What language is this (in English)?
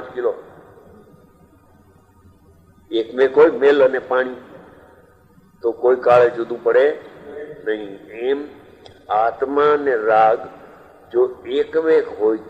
Gujarati